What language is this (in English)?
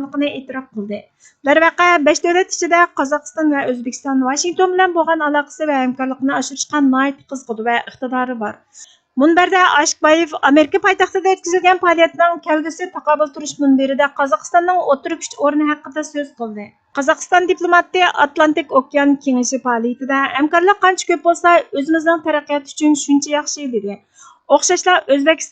Uyghur